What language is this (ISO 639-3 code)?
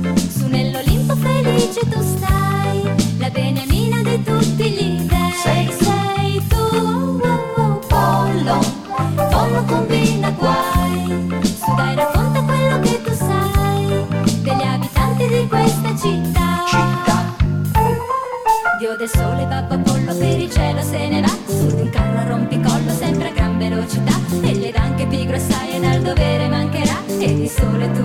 ita